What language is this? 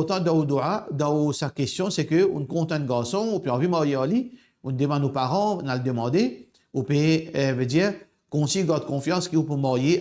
Morisyen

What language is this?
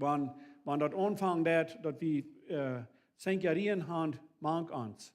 Plautdietsch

